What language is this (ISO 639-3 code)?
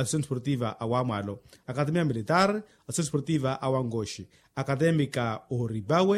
vmw